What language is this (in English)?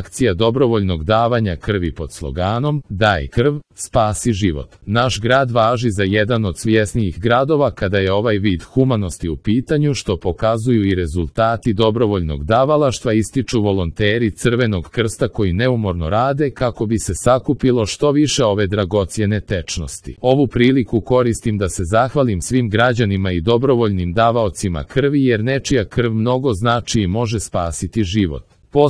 Serbian